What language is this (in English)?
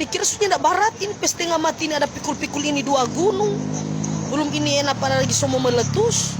Manado Malay